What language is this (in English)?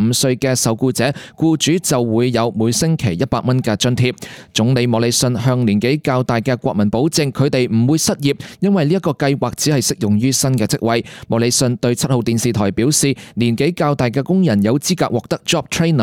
Cantonese